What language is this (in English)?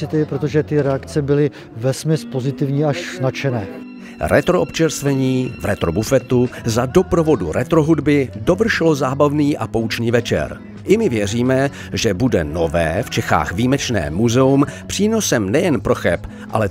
Czech